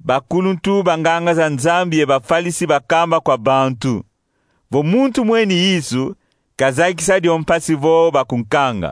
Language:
Kongo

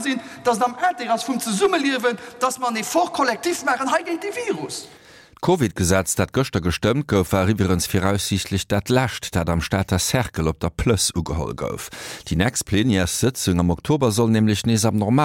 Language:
Luxembourgish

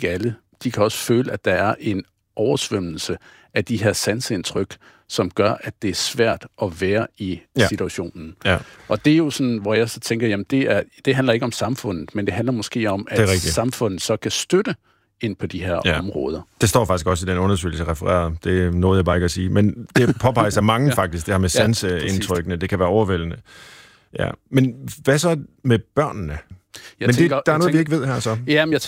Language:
Danish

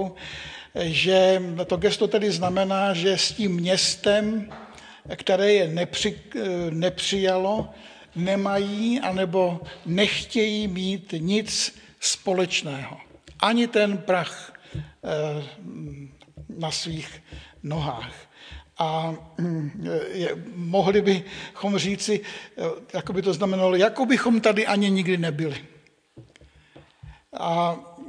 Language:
Czech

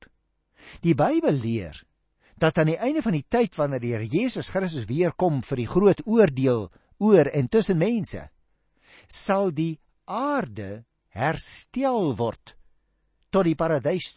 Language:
Afrikaans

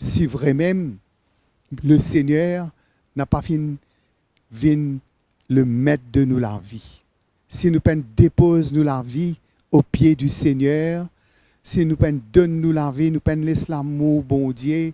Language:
Morisyen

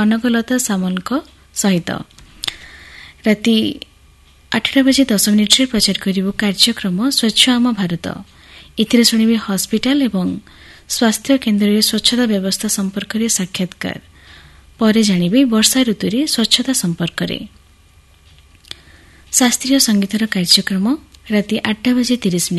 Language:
Odia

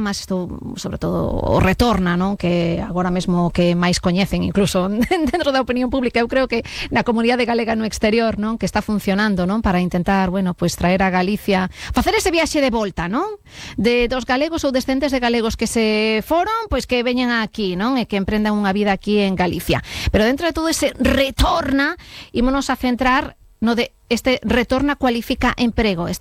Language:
Galician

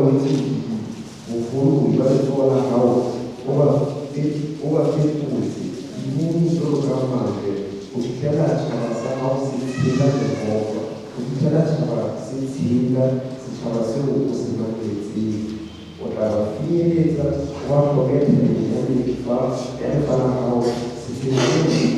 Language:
Southern Sotho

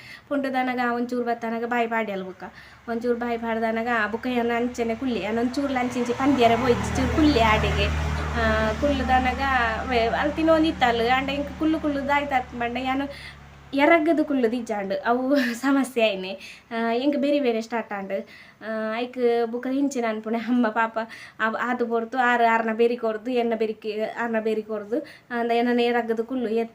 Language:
Tulu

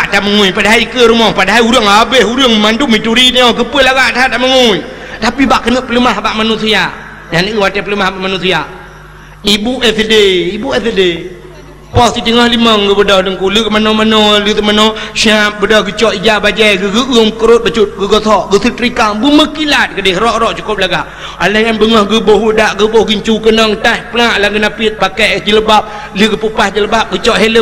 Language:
Achinese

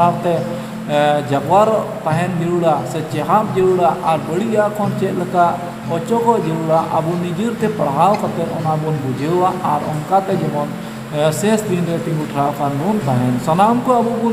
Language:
Santali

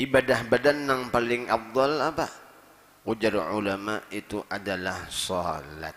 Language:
Banjar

